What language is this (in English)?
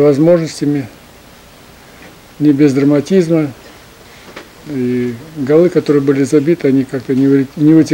Russian